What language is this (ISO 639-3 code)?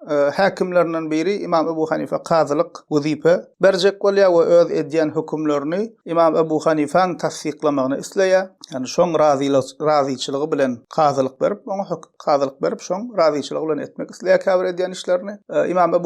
tuk